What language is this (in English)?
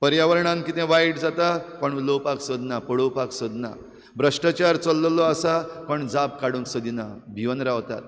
Konkani